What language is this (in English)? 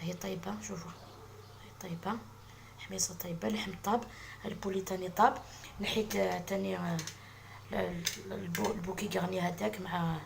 Algerian Arabic